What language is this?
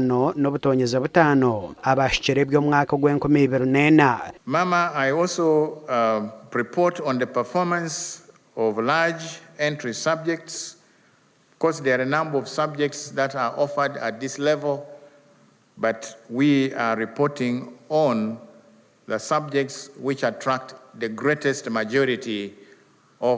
Nyankole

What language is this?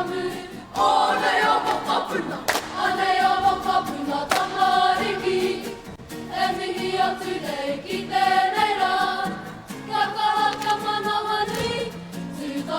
Māori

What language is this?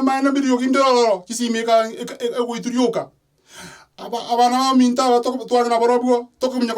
Gusii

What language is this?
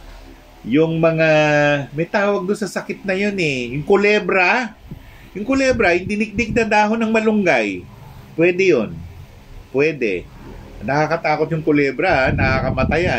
Filipino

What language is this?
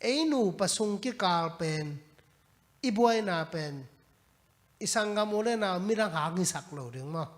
Tedim Chin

